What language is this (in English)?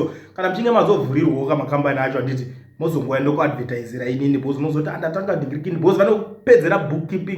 Shona